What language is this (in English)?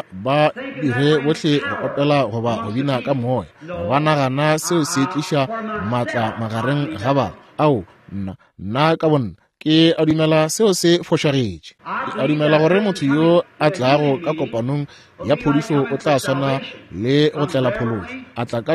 Northern Sotho